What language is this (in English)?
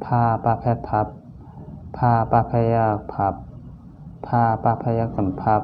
Shan